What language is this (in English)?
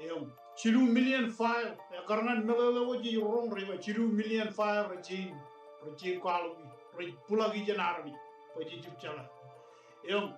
Marshallese